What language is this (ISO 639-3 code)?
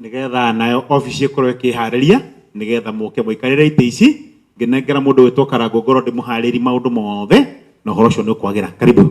kik